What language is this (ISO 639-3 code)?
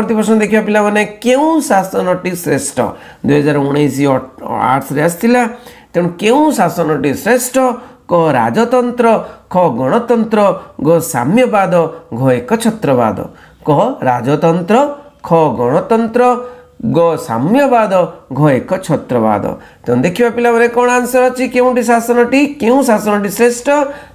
ori